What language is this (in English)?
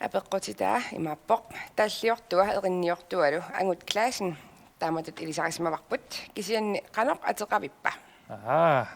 Kalaallisut